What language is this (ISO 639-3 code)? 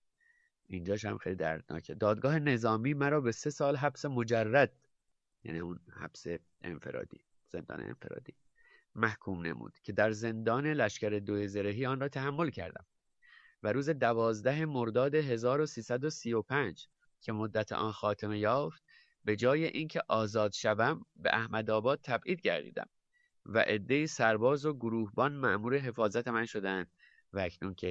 fas